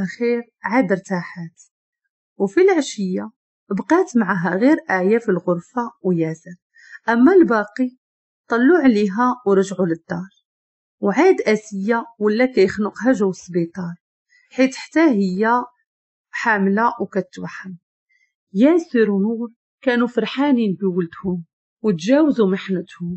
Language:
Moroccan Arabic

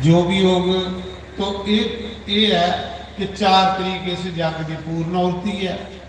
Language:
Dogri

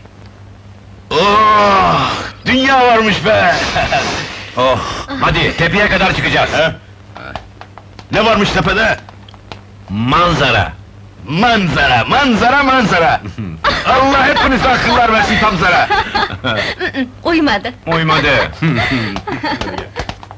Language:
Turkish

